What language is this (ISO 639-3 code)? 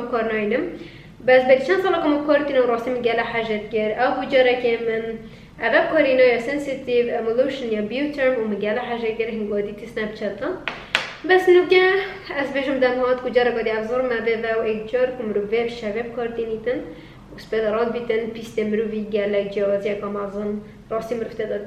kur